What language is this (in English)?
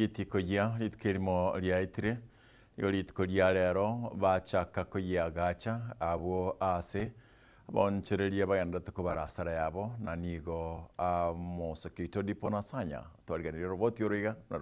Gusii